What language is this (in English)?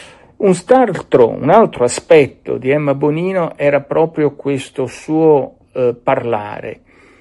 Italian